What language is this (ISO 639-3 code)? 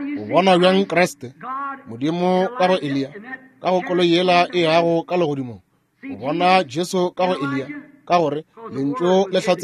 nso